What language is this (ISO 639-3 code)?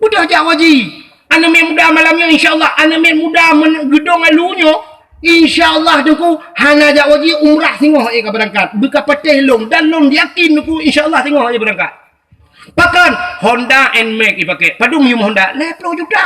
ace